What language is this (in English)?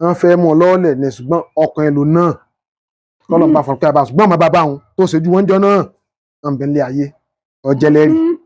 Yoruba